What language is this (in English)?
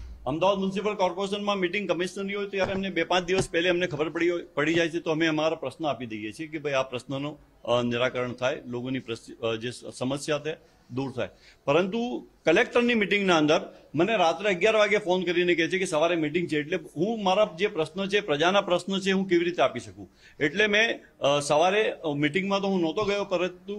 Gujarati